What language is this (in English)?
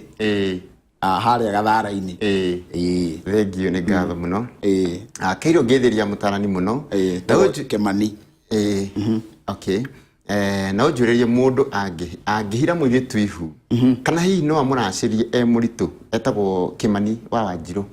Kikuyu